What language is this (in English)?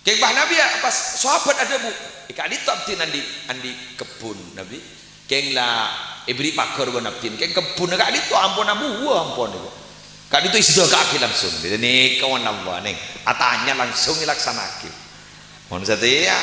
Madurese